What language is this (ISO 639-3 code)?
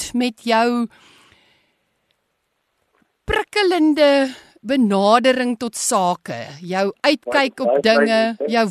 afr